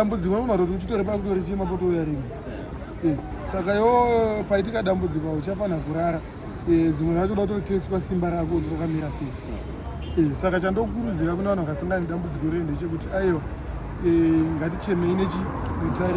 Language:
Shona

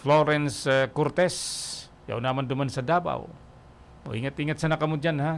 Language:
Bikol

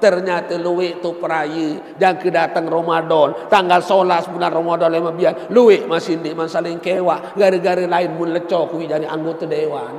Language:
Sasak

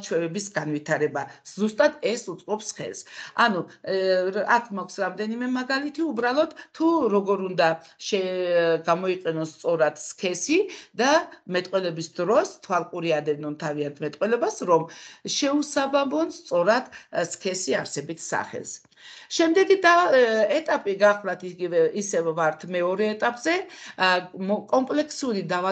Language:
Georgian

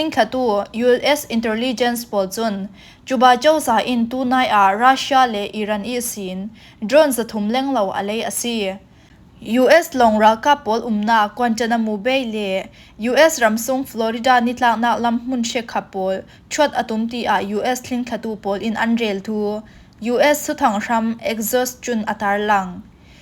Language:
Falam Chin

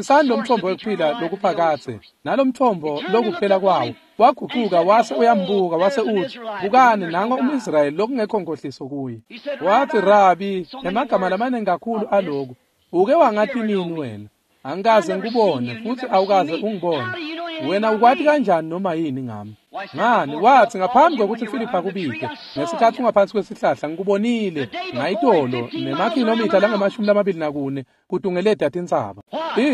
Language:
Swati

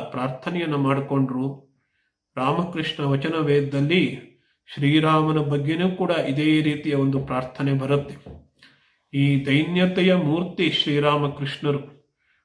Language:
Kannada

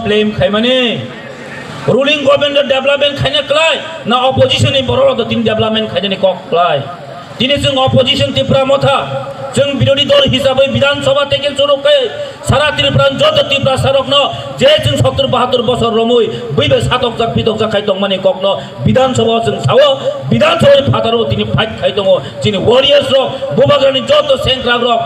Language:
Kok Borok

